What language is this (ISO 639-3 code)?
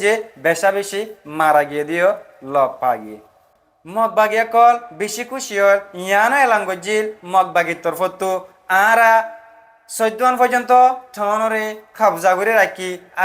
rhg